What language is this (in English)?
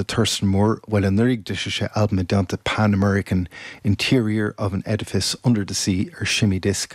Irish